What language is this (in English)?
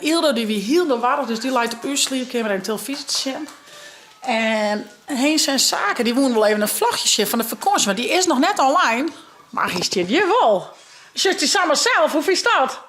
Western Frisian